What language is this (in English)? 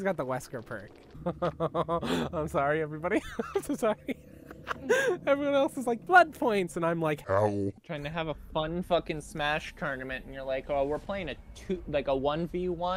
English